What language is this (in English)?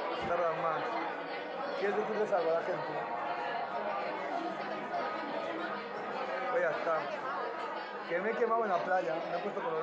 Spanish